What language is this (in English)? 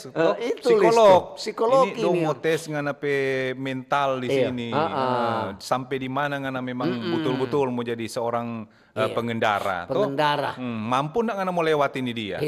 Manado Malay